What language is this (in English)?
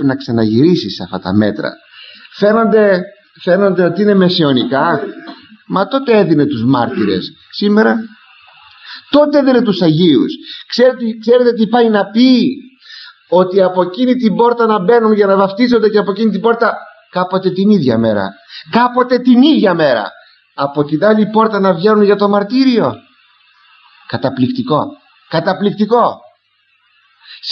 Greek